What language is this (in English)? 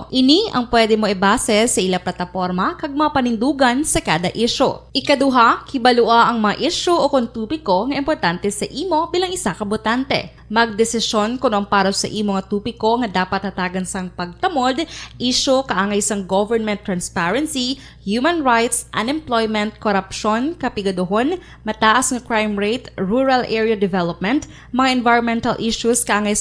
Hiligaynon